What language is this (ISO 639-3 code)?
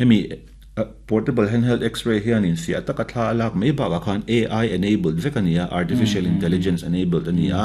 lus